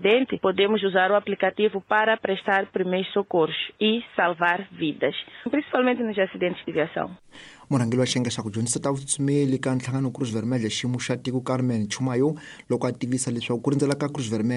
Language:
Tsonga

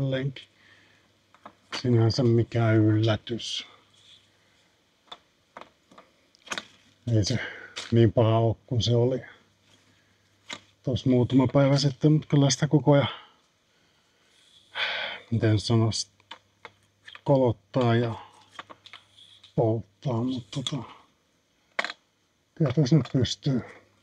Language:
Finnish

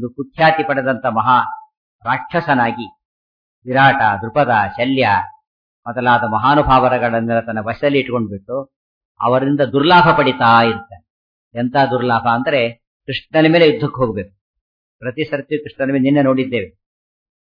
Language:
Kannada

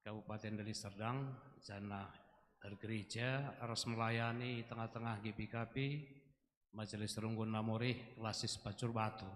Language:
Batak Karo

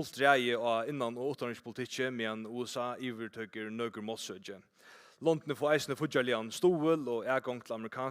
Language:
Faroese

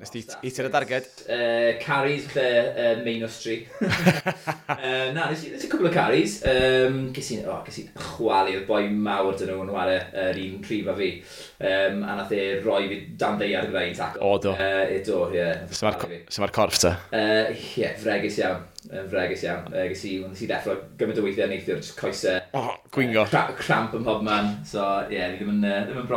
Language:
Welsh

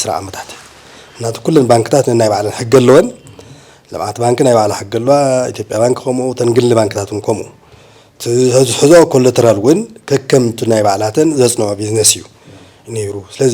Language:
Tigrinya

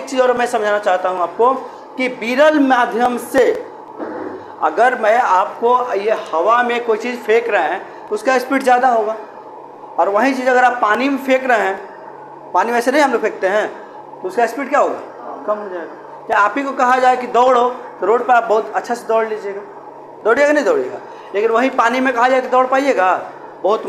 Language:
Hindi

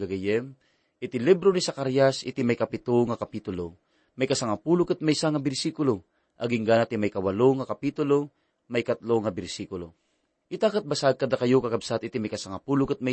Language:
Iloko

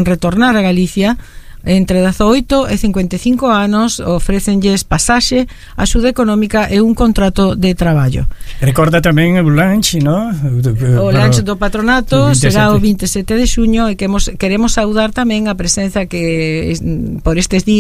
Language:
Galician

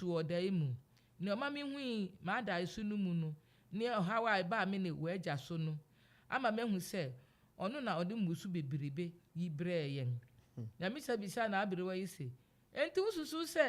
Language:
Akan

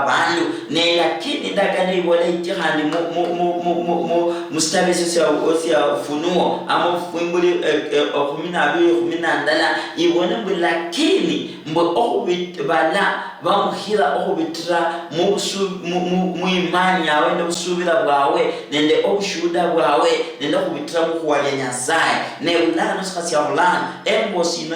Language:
Luyia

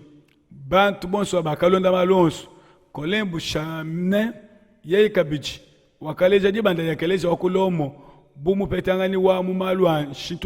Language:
Luba-Lulua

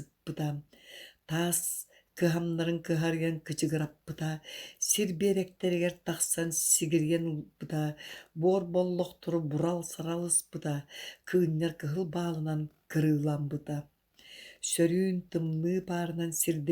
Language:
Yakut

